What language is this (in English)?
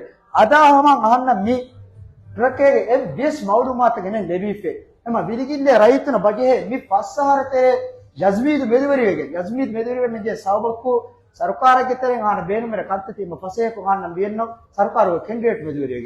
Divehi